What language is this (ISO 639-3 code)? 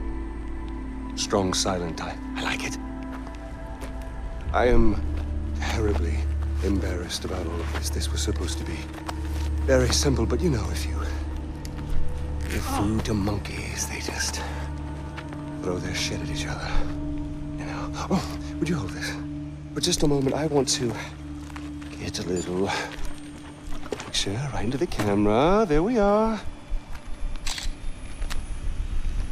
eng